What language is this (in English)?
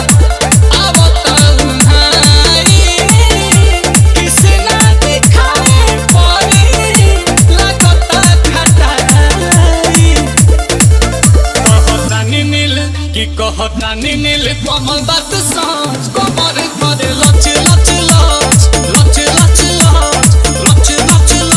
Bhojpuri